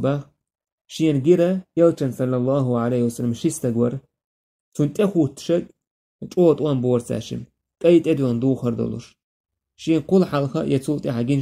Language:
Chechen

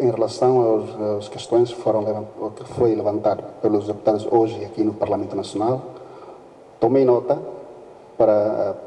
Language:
Tetum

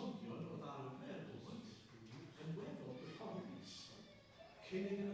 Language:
Welsh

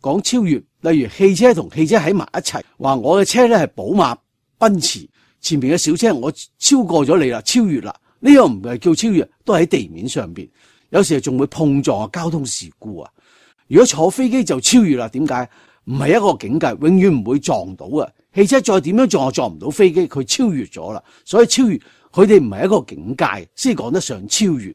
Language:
Cantonese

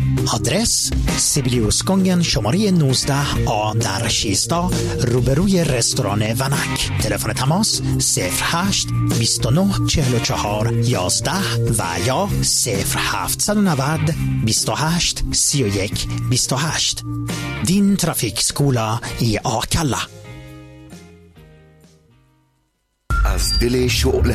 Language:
Persian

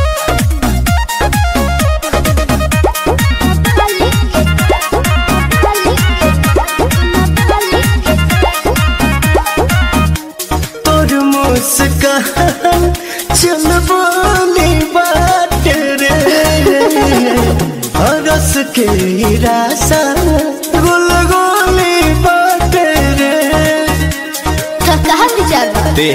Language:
Bhojpuri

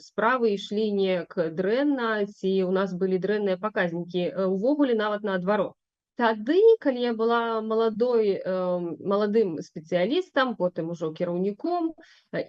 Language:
Belarusian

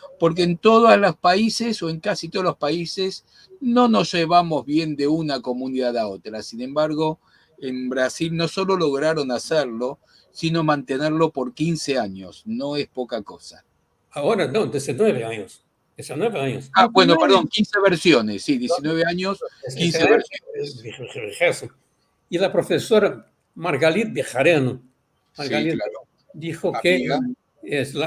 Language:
Ladino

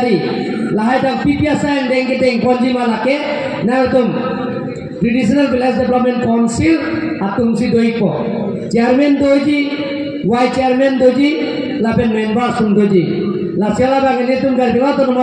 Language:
Karbi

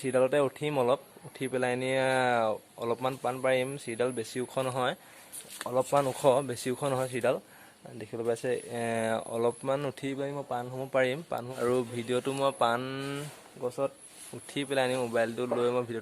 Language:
Assamese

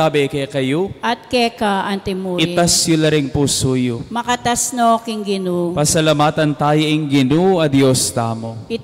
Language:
Pampanga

